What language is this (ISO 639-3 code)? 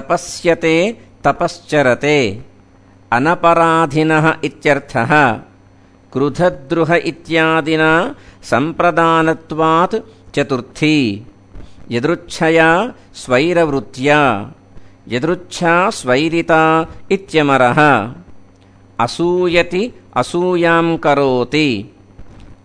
san